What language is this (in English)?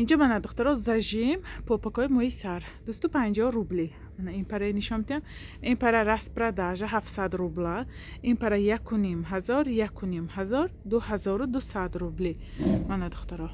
Tajik